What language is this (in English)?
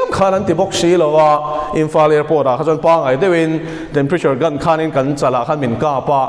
Mizo